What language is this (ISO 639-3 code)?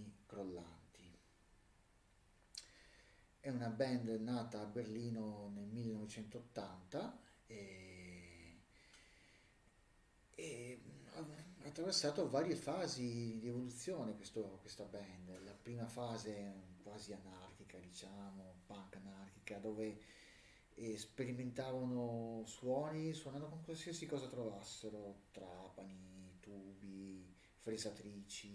ita